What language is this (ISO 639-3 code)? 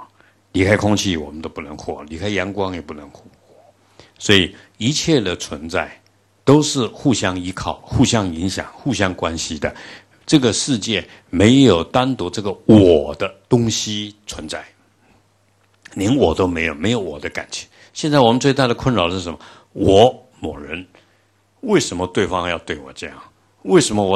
zho